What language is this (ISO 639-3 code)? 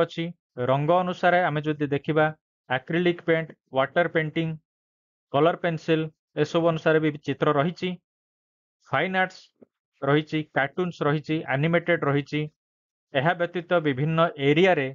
ori